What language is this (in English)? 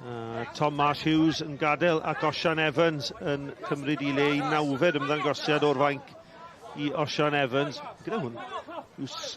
Welsh